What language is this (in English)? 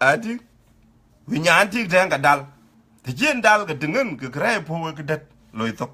Dinka